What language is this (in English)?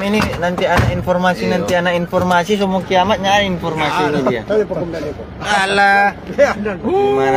Manado Malay